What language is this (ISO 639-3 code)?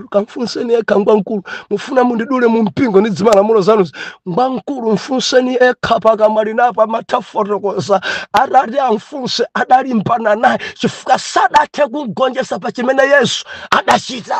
nya